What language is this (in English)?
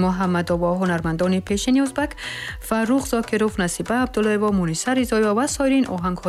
Tajik